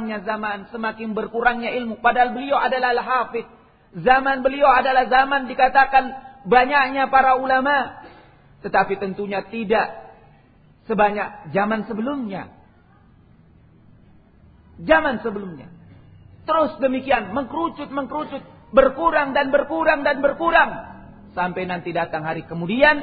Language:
Indonesian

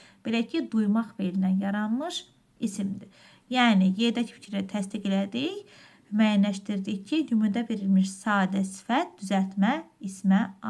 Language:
Azerbaijani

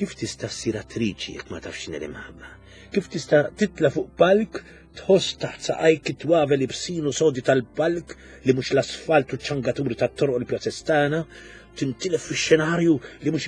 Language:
Maltese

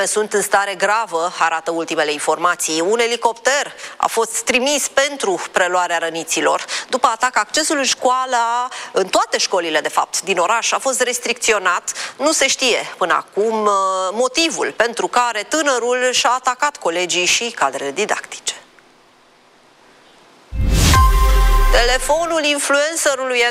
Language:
Romanian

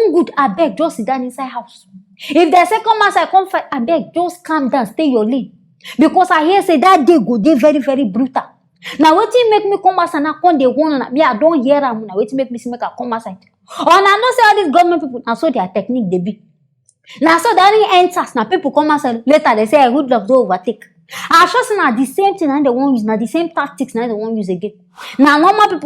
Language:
Nigerian Pidgin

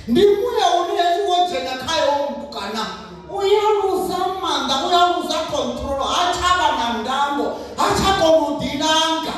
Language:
Venda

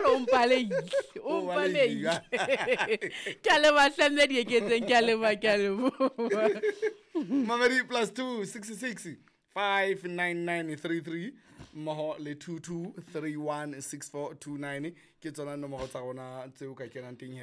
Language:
Southern Sotho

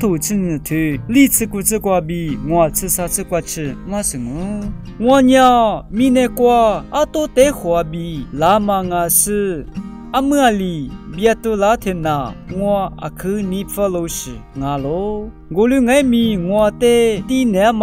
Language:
Lisu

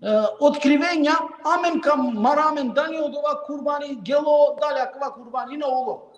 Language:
Balkan Romani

